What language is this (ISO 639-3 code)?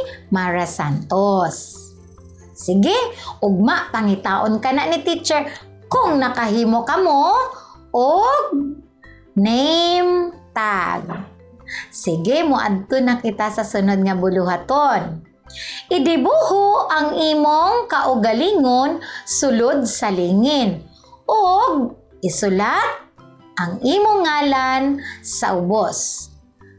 ceb